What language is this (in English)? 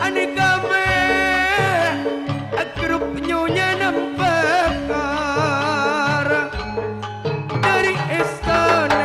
Madurese